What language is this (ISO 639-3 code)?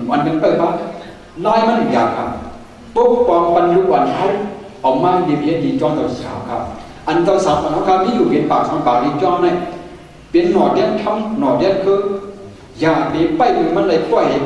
shn